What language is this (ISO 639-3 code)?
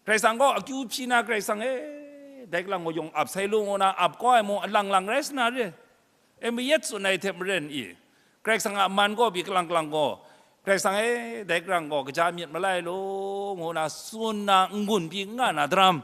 kac